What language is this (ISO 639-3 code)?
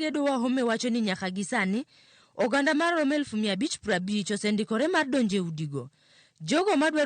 luo